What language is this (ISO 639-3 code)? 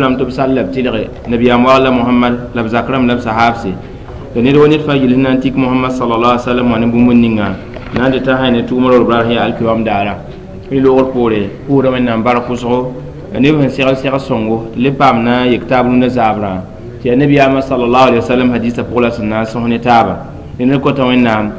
mos